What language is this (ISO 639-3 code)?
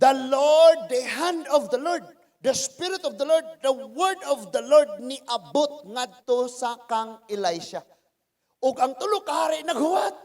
ceb